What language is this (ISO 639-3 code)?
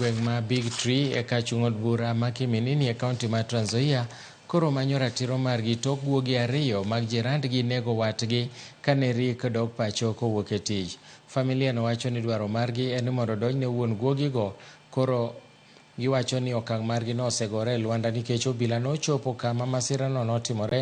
luo